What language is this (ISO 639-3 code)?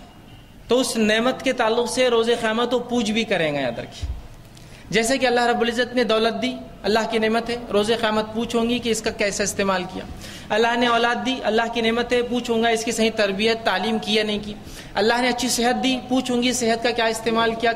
urd